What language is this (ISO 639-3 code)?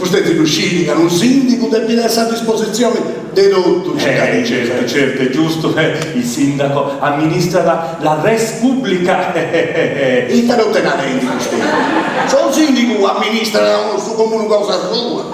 srd